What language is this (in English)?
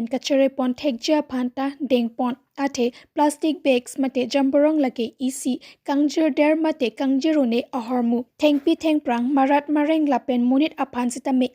Karbi